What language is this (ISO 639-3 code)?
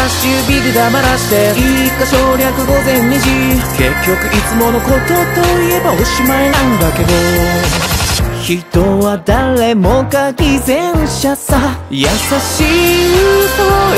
jpn